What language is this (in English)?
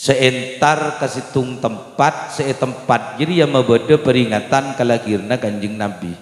Madurese